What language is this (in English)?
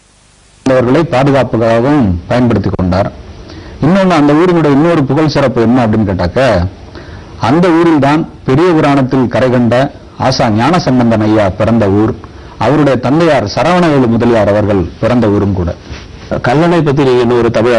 Tamil